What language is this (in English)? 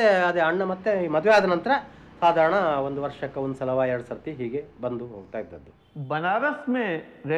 Kannada